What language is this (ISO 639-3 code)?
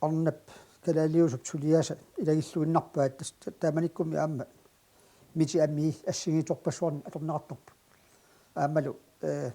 kal